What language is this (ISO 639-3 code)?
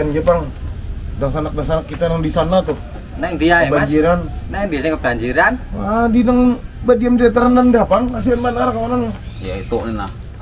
bjn